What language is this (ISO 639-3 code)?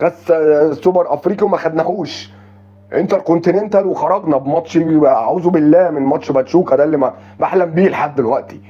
arz